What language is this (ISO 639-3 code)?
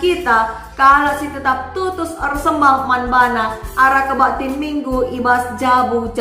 btx